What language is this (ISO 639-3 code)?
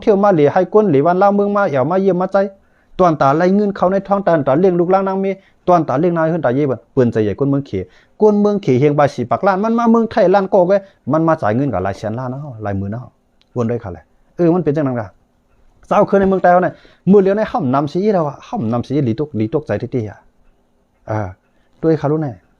shn